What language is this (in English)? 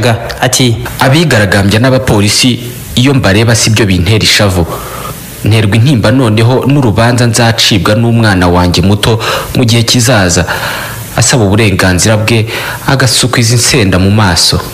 Kinyarwanda